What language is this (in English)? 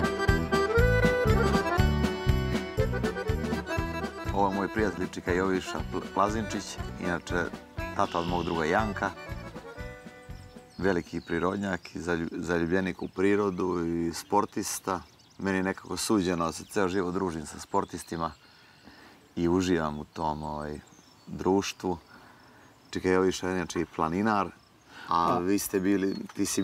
Serbian